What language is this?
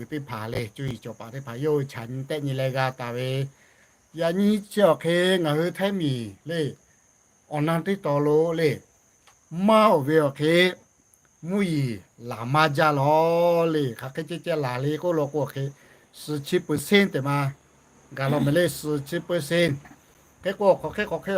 Lahu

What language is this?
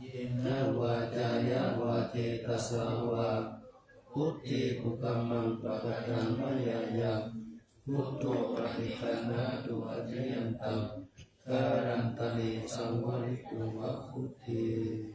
Pali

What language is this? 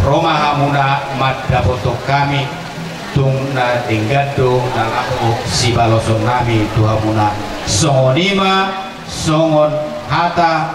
Batak Toba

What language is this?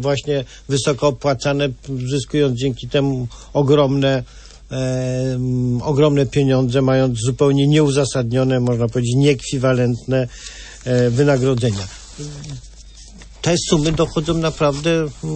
Polish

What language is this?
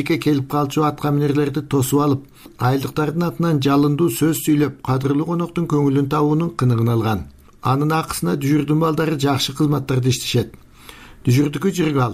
Kyrgyz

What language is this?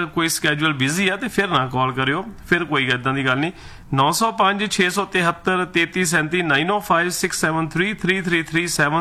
Punjabi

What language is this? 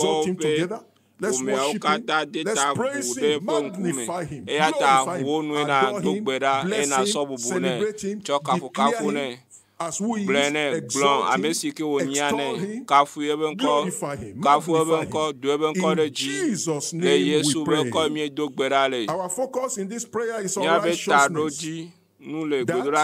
Ewe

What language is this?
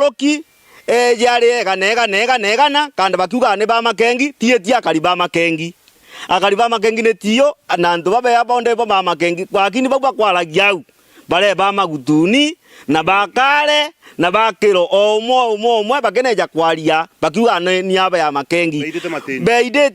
Meru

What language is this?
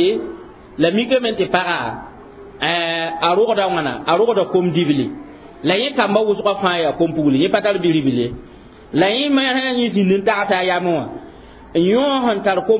Mossi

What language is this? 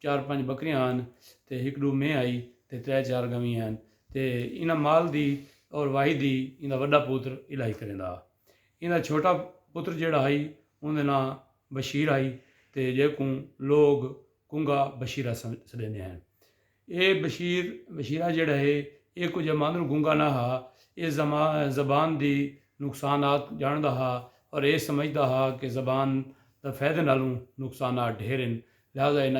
Saraiki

